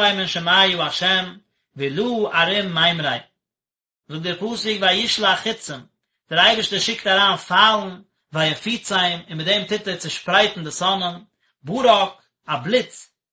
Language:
Yiddish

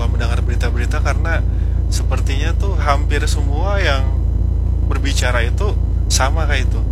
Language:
Indonesian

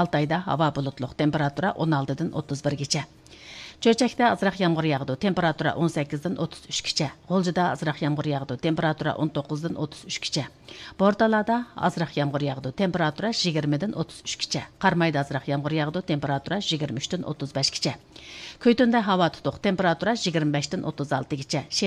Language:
Uyghur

